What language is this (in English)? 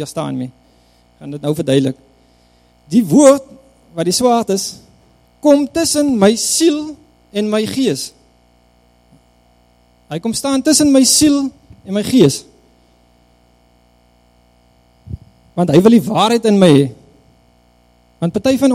Afrikaans